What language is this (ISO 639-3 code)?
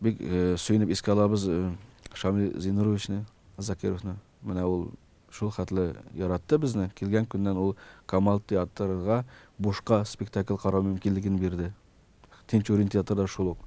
tat